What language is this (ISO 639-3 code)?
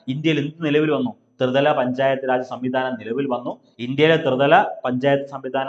mal